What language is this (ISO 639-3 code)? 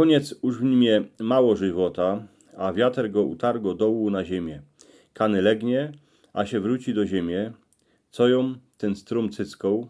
szl